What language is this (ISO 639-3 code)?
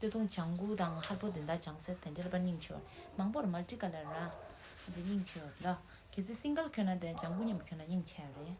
bod